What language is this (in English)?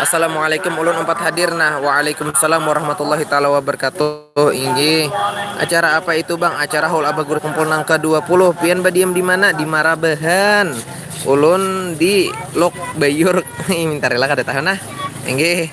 Banjar